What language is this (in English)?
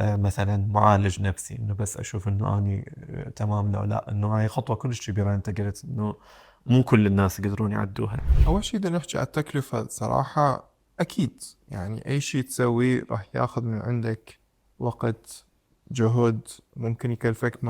Mesopotamian Arabic